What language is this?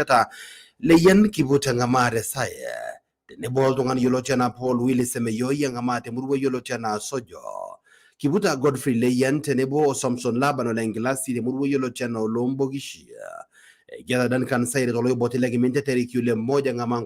Masai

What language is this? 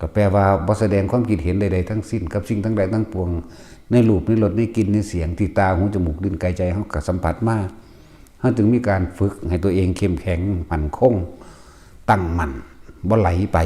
Northeastern Thai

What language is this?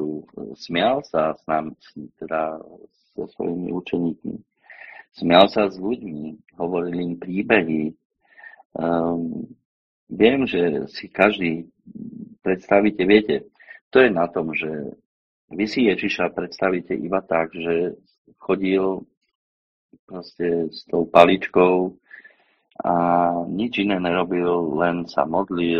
Slovak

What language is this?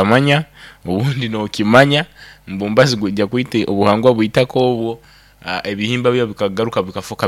Nyoro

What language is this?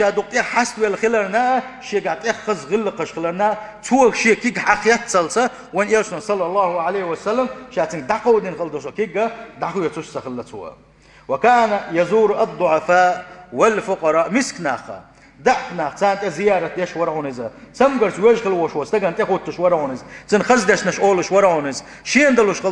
Chechen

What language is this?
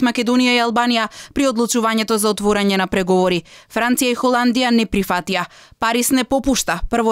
Macedonian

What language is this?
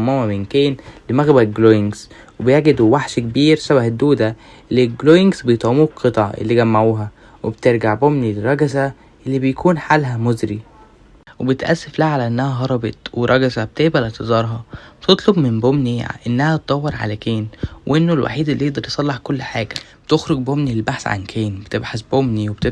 Egyptian Arabic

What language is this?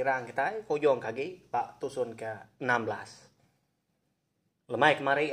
Iban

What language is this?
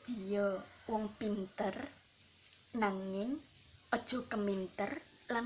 Javanese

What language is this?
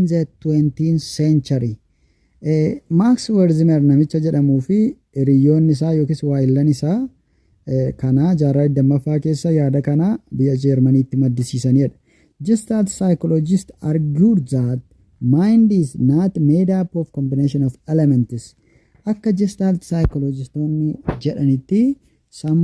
Oromo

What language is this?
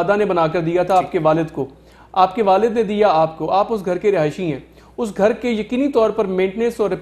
Urdu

